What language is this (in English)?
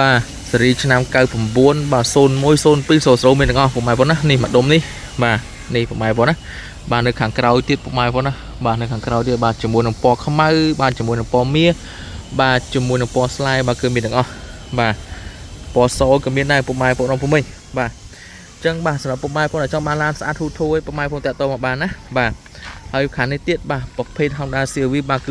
Khmer